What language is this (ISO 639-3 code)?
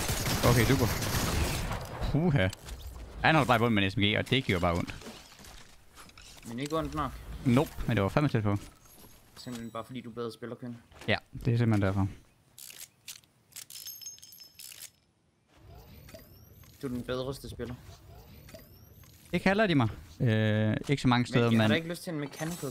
dan